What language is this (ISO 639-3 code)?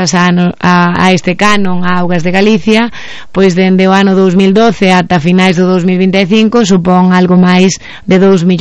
glg